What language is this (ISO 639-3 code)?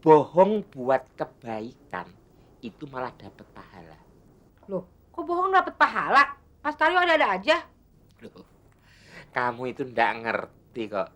bew